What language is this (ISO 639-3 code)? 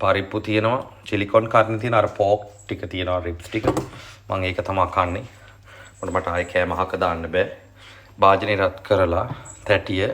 sin